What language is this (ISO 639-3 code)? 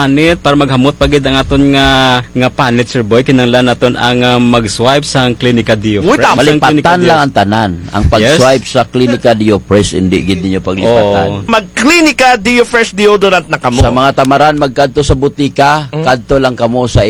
krj